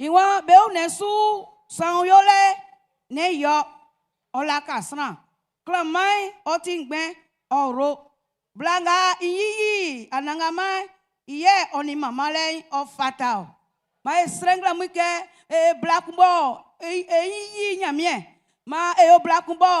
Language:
Baoulé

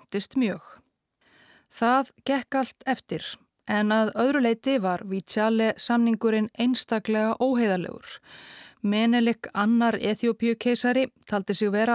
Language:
Icelandic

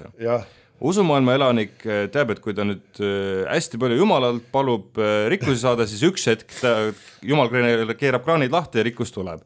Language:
Estonian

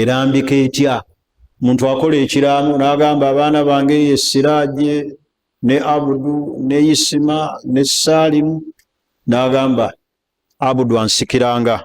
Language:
Ganda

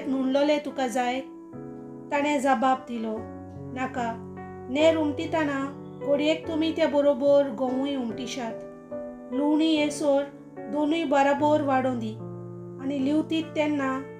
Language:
Konkani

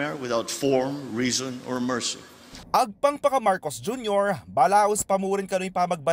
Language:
Pampanga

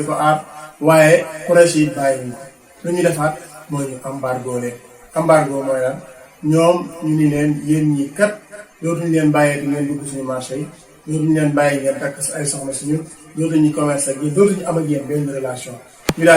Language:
Wolof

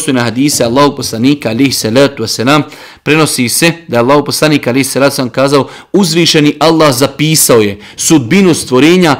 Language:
Bosnian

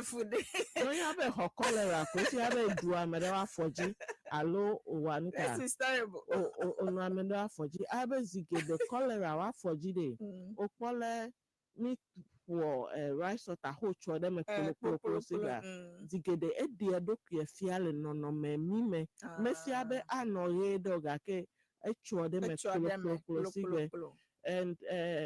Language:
Ewe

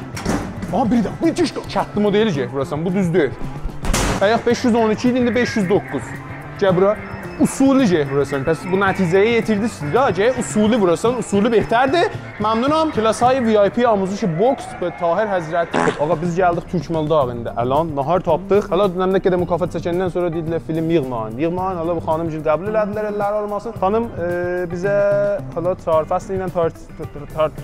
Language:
South Azerbaijani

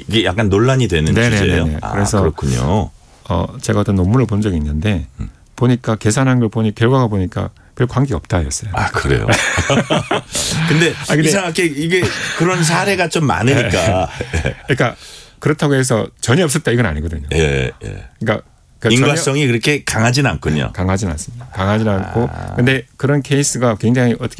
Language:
Korean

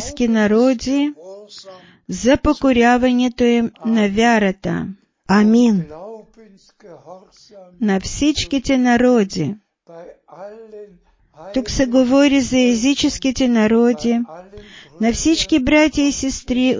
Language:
Bulgarian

